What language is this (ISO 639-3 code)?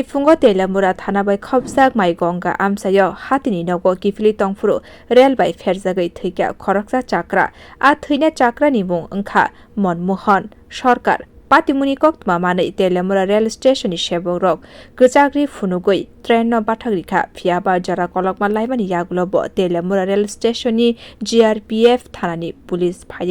trp